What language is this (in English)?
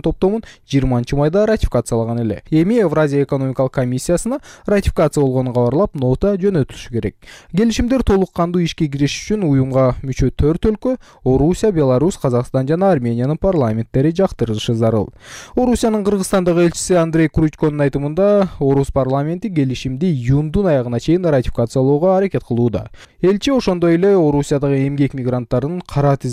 Kyrgyz